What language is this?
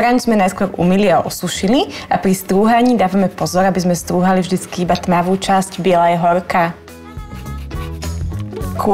Slovak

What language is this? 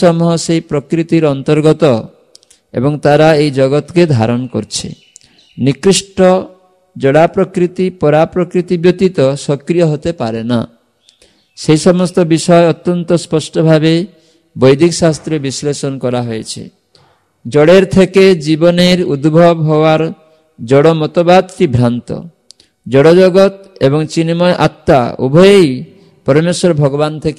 Bangla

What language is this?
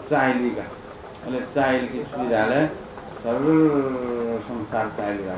Newari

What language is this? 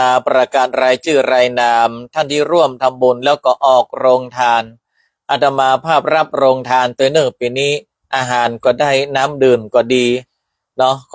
Northern Thai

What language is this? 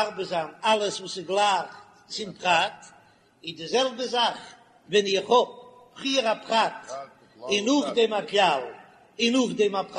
Yiddish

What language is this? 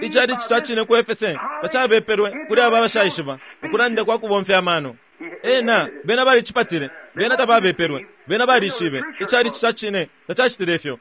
Bemba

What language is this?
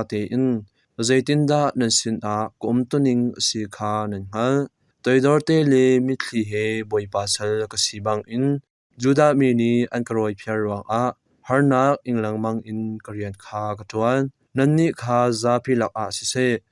Hakha Chin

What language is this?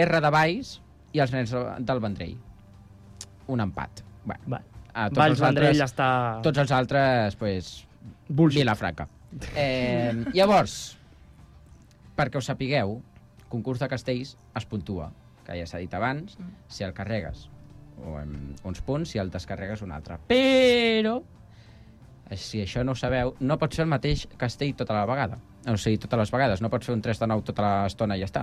Catalan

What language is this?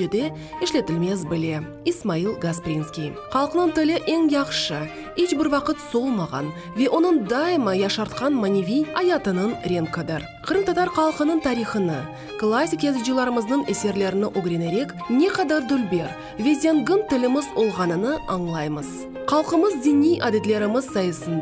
Crimean Tatar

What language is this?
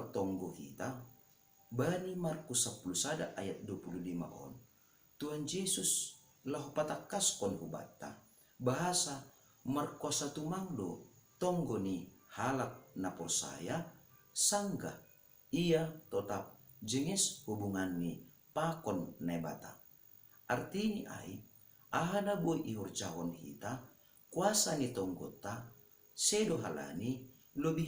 Batak Simalungun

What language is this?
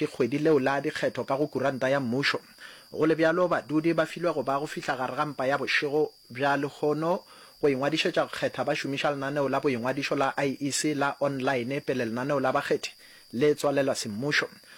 Northern Sotho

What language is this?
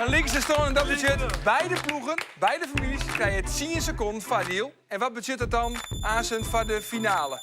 Western Frisian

